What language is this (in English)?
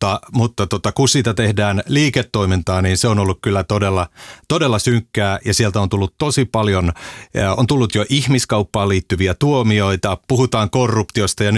Finnish